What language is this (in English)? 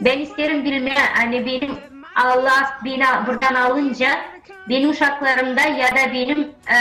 Gagauz